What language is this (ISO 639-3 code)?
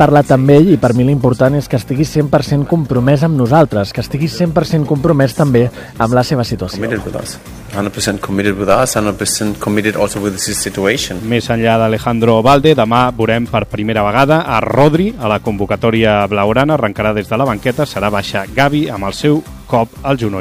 cat